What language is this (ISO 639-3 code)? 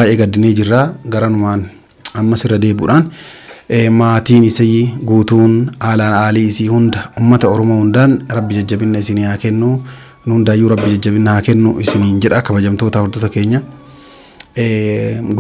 orm